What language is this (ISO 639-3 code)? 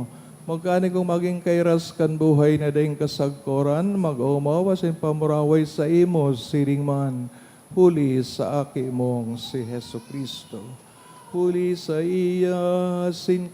bik